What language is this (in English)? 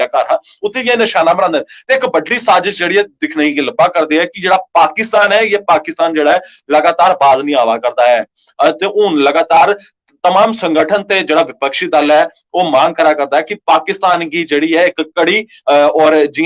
Dogri